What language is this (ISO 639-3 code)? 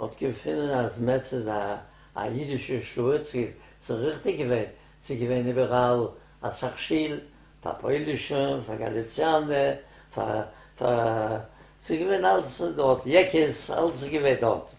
yid